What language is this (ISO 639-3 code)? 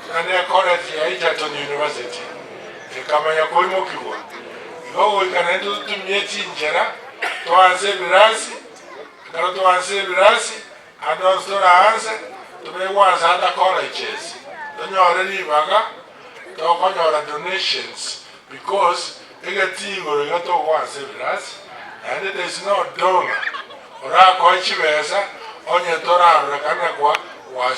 guz